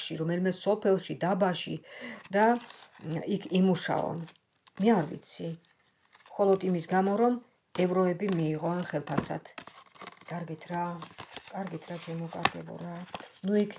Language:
Georgian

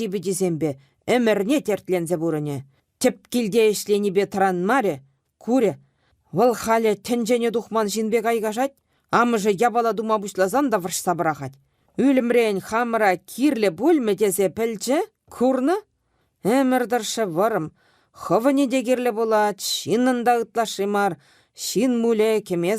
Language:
Chuvash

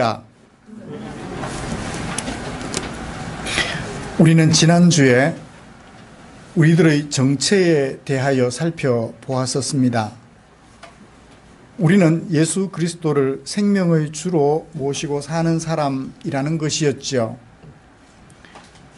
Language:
Korean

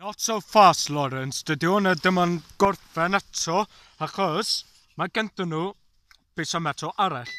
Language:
Welsh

